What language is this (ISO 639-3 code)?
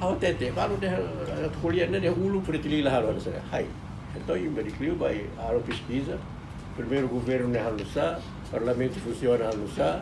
tet